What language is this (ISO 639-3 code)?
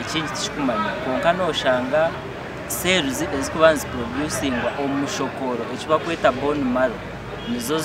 nyn